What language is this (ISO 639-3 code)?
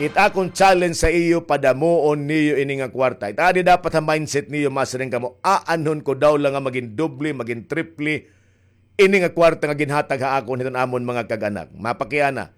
war